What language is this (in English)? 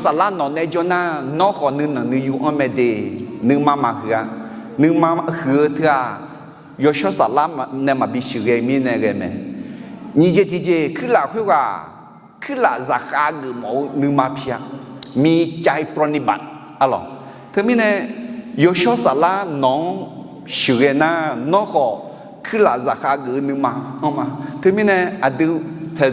Akha